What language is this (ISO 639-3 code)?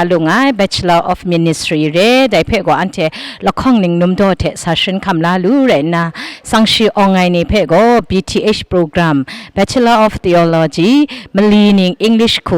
kac